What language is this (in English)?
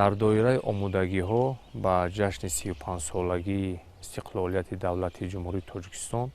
Tajik